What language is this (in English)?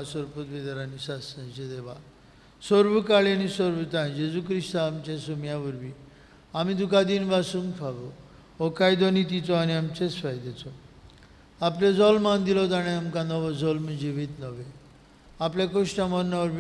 Konkani